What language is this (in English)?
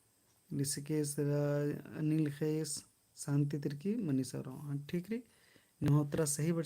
Kurukh